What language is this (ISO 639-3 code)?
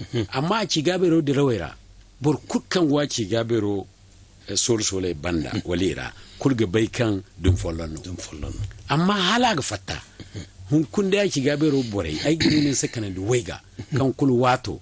dje